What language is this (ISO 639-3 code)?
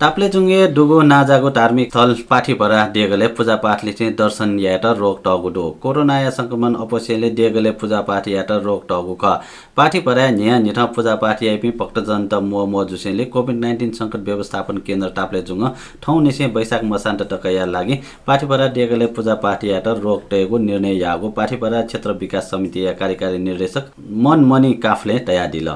new